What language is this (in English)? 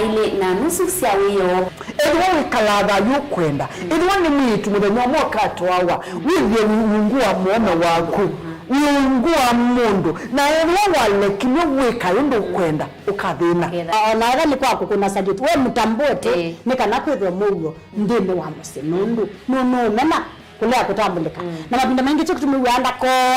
Kamba